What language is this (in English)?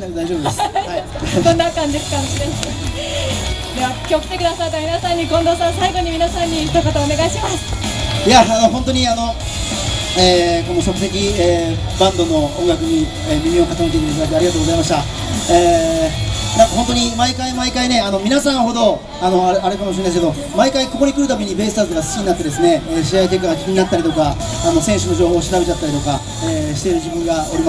Japanese